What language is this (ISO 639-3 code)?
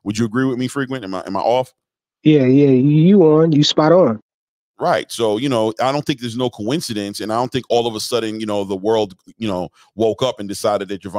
eng